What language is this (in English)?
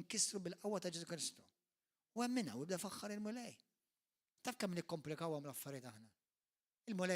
Maltese